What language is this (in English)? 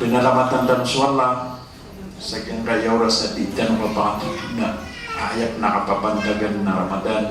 Maranao